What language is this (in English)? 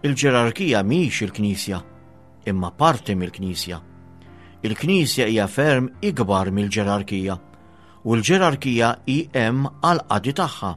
Maltese